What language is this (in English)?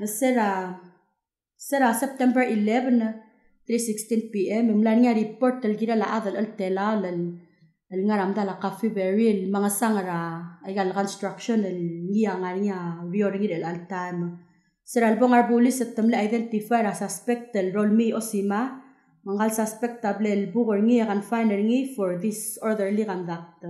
Palauan